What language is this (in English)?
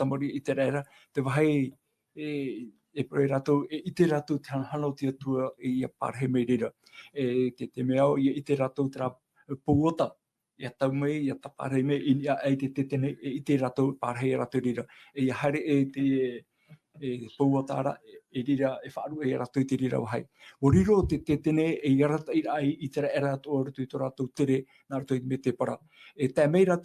Tahitian